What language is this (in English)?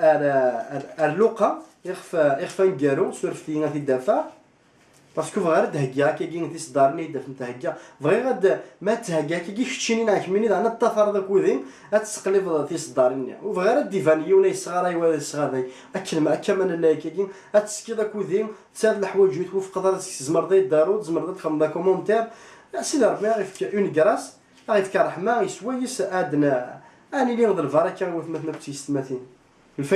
Kabyle